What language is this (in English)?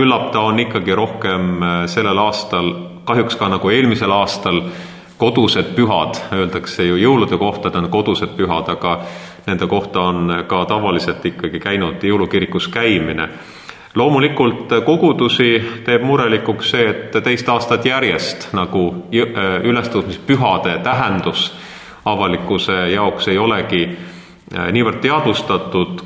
Estonian